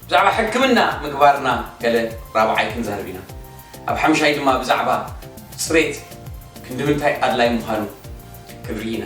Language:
Tigrinya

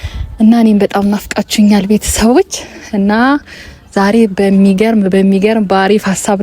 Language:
Amharic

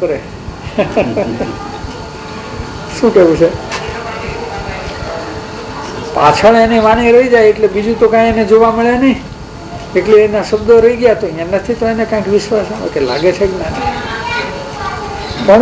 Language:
Gujarati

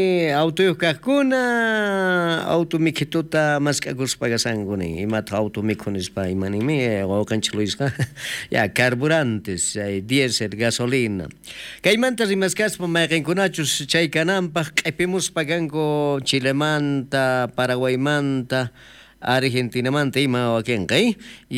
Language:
South Bolivian Quechua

